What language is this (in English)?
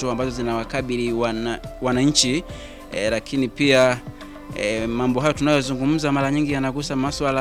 Swahili